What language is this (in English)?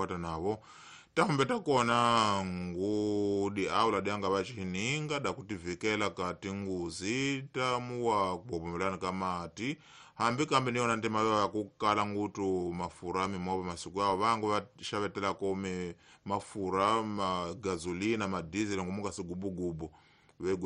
Tsonga